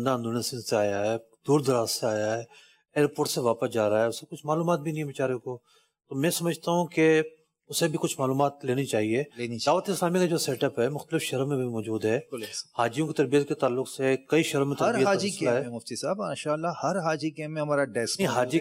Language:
Urdu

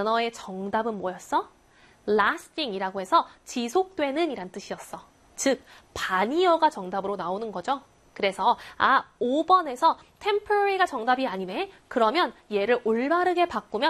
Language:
Korean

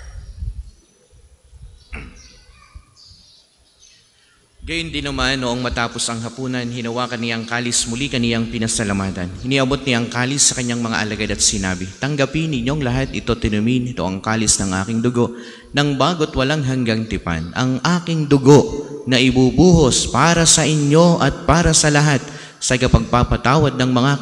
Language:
Filipino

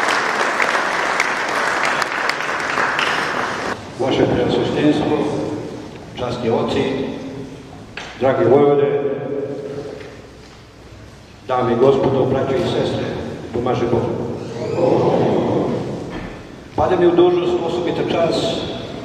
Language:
Serbian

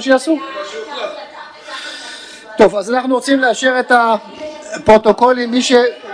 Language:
Hebrew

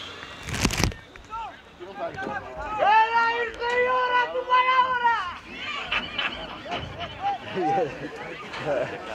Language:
Greek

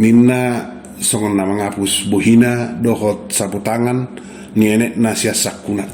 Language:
Batak Toba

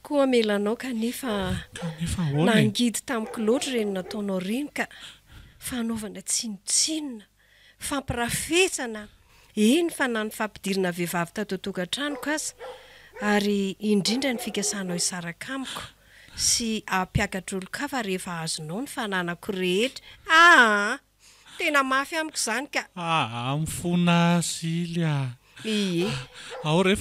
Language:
Malagasy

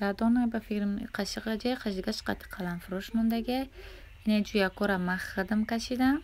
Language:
Tajik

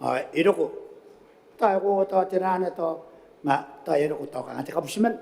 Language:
Gilbertese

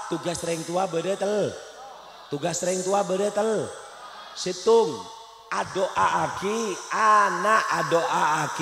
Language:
Madurese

